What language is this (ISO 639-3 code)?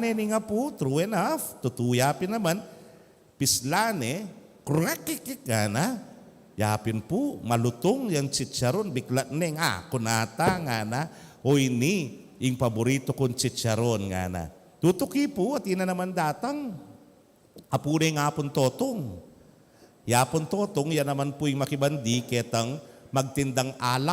pam